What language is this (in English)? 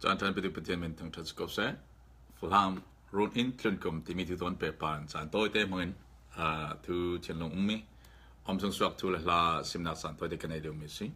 Falam Chin